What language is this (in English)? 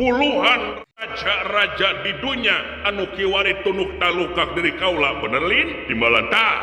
Sundanese